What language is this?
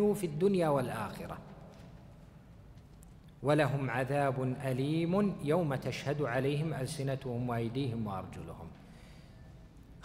Arabic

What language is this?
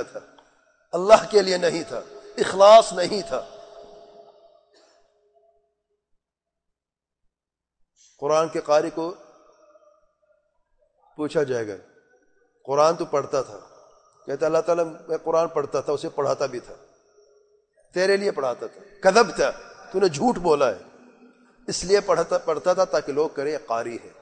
Urdu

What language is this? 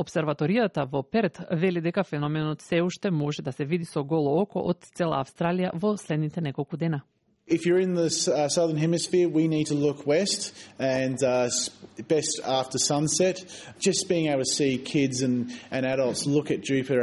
Macedonian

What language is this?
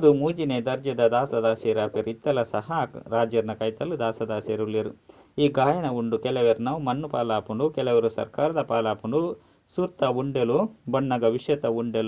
Tulu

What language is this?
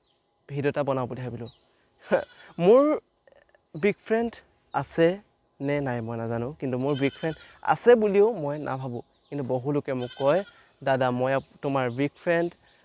Assamese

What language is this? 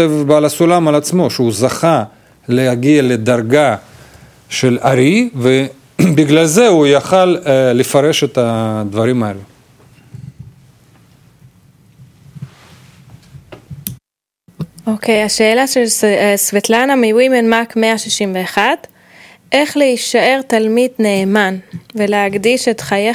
Hebrew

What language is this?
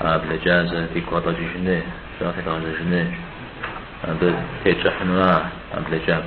Kabardian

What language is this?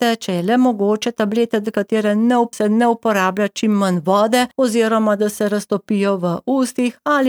Slovenian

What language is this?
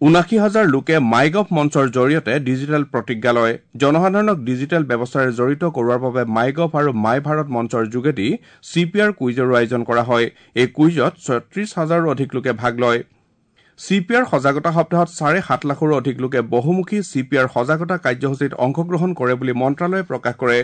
Assamese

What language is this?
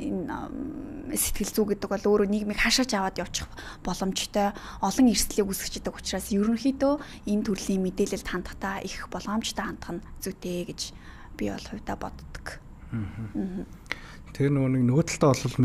Mongolian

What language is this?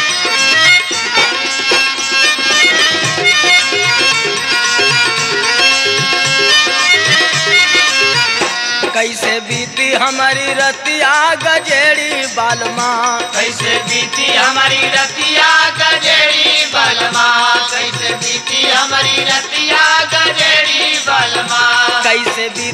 Bhojpuri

